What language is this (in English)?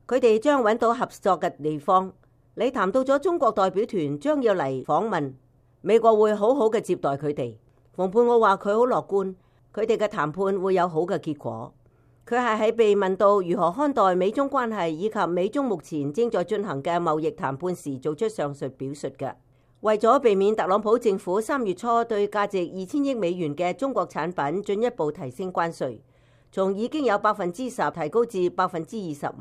Cantonese